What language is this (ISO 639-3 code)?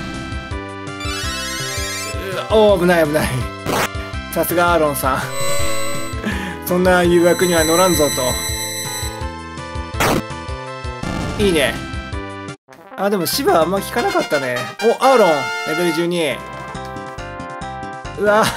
jpn